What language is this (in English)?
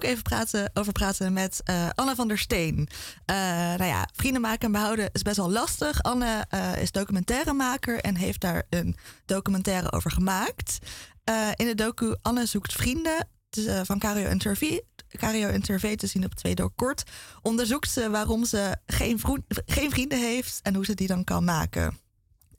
Dutch